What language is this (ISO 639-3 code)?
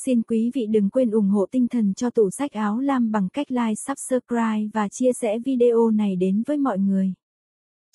vie